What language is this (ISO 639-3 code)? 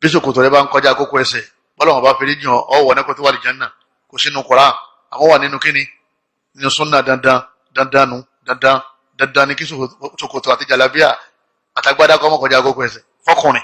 yor